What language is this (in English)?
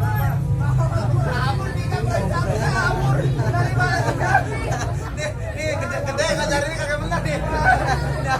Betawi